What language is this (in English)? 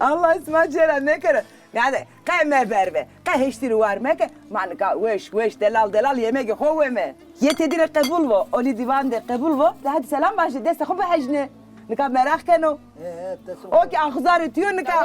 Zaza